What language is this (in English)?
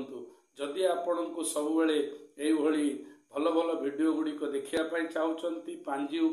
Odia